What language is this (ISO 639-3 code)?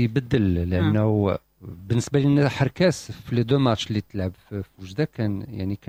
ary